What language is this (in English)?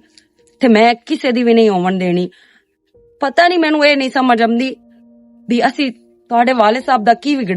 Western Panjabi